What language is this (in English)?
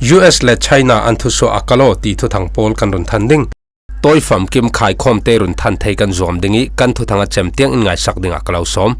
Falam Chin